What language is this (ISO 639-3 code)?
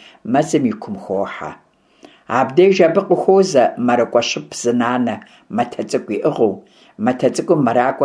kbd